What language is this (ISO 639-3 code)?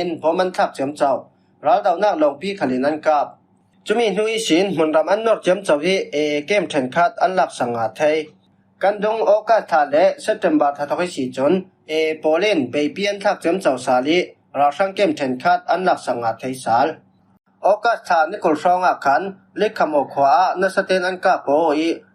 cfm